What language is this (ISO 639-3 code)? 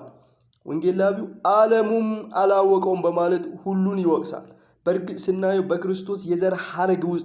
amh